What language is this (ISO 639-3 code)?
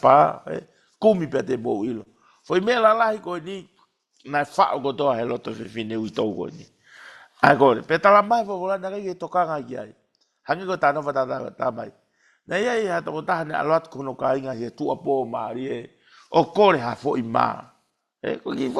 ton